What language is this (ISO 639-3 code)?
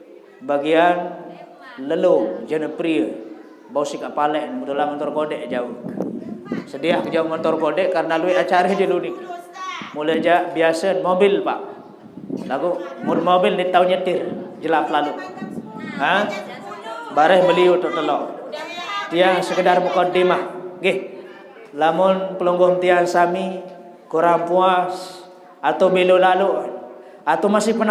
sas